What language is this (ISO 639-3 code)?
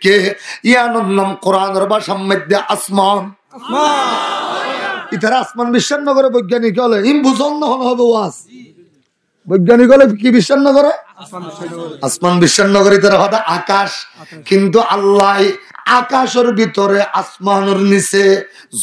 rhg